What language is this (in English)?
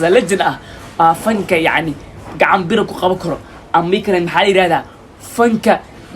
Somali